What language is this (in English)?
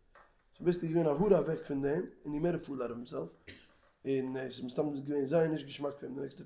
Yiddish